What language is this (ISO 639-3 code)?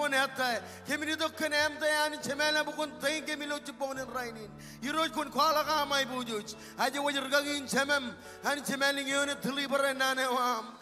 mah